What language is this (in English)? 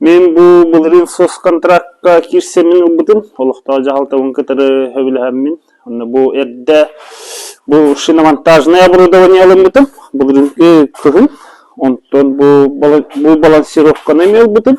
Yakut